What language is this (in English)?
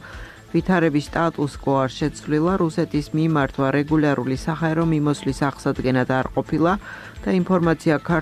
Georgian